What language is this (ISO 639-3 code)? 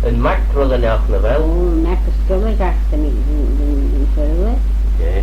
glv